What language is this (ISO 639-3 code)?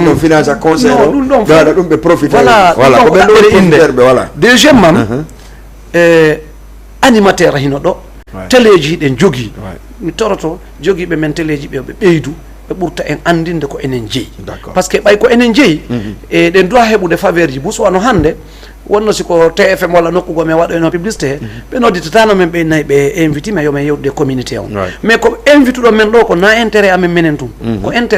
ful